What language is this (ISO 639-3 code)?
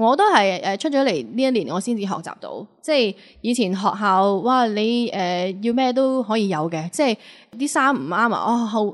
yue